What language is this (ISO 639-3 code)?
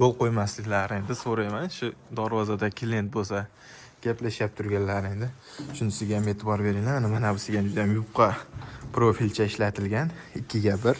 uzb